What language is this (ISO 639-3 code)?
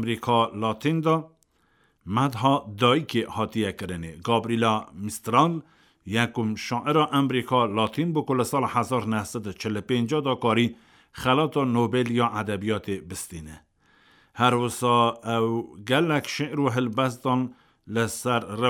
kur